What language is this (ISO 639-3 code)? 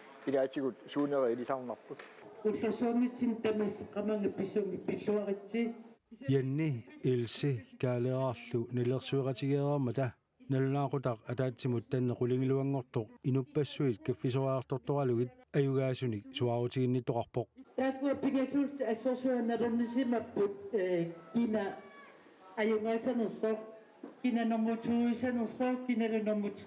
kal